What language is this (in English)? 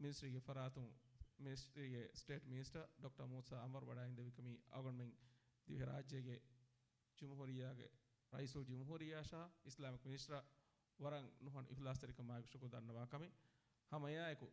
Divehi